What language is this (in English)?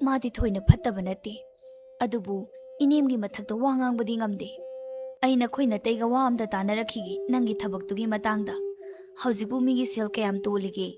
Manipuri